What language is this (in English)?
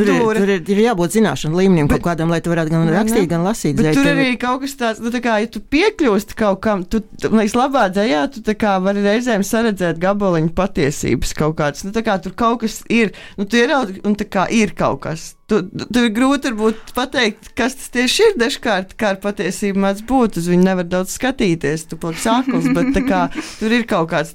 Latvian